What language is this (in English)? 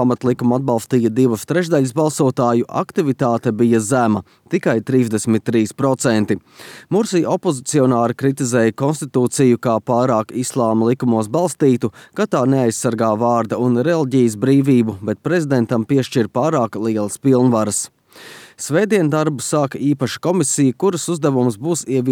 Latvian